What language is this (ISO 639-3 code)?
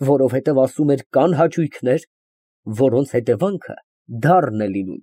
hye